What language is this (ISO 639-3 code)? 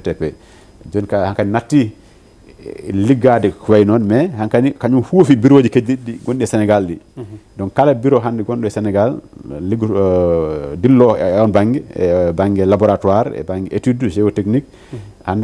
ful